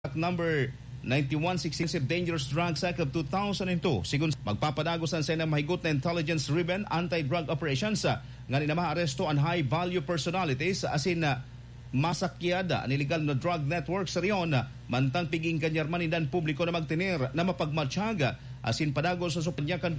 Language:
Bikol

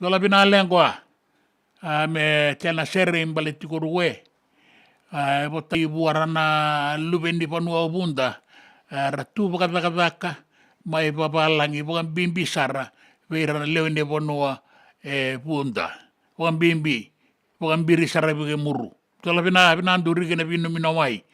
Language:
Fijian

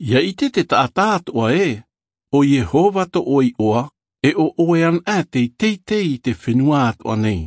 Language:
Tahitian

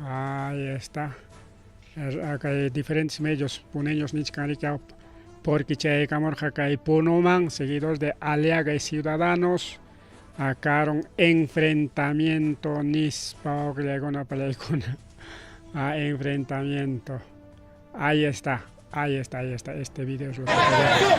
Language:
Ayacucho Quechua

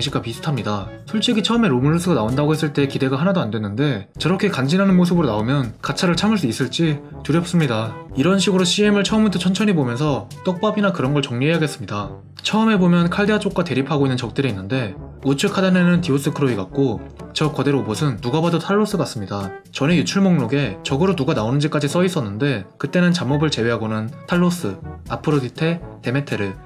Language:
Korean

